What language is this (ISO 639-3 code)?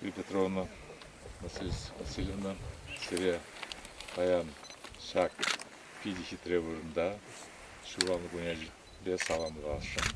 chv